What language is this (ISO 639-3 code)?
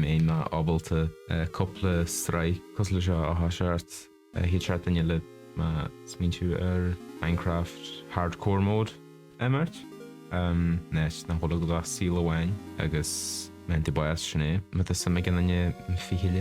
gle